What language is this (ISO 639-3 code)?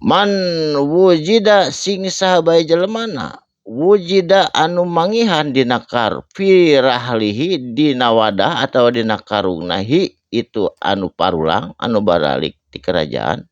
sun